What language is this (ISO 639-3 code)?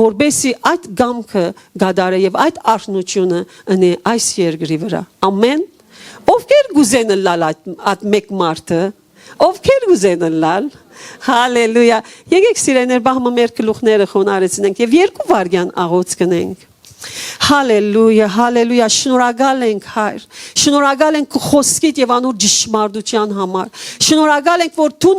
hyw